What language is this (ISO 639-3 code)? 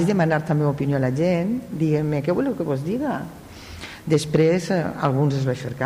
cat